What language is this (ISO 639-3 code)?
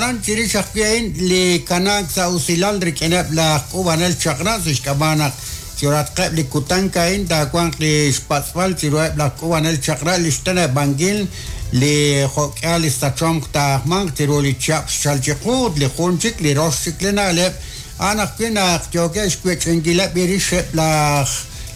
kek